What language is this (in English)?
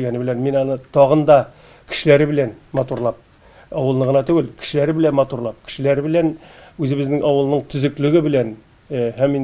Tatar